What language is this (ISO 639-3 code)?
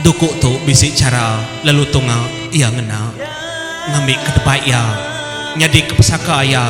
iba